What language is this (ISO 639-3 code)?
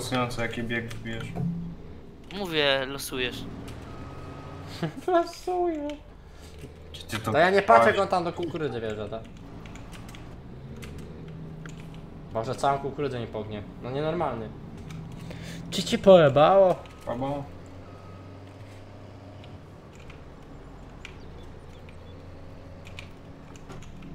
pol